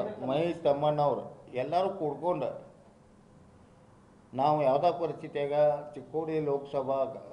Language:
Kannada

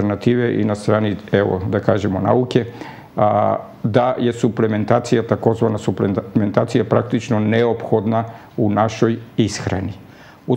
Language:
Serbian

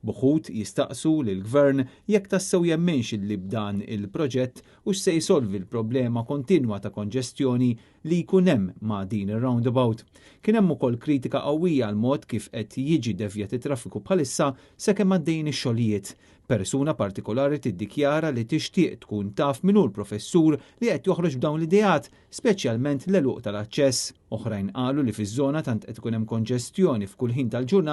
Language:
Maltese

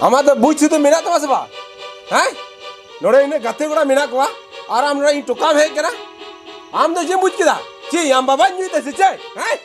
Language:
Santali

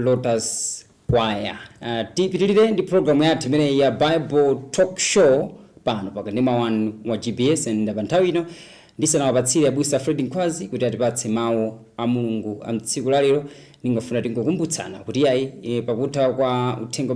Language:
Nyanja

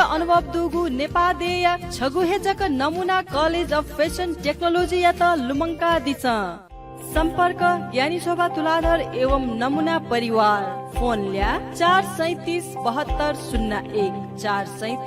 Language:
Newari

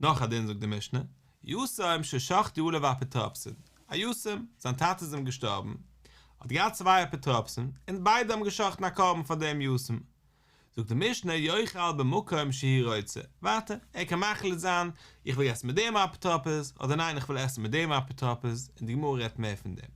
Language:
Yiddish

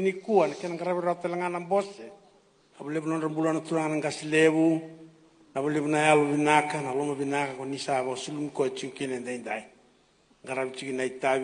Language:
Fijian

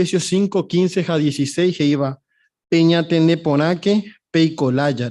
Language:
Guarani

